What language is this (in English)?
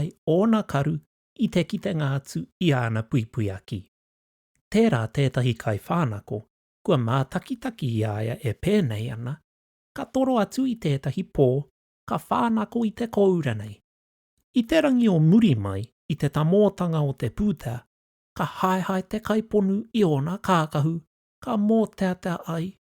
Māori